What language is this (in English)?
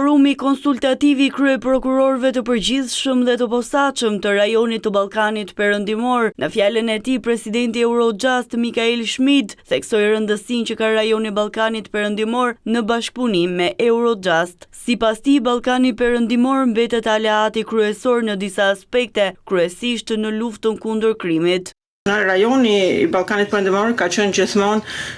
Albanian